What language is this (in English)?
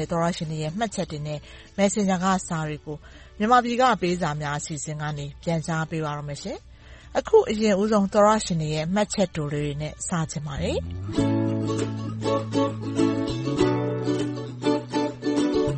Burmese